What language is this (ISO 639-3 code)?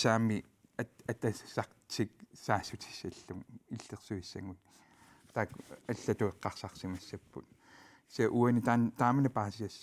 kal